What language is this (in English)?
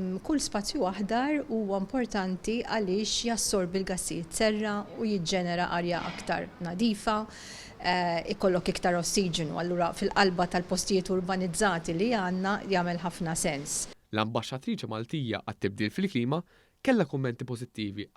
Maltese